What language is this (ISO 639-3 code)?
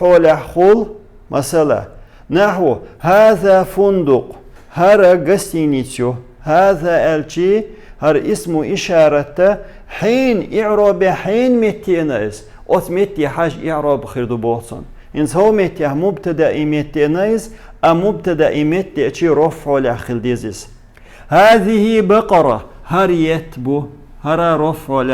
che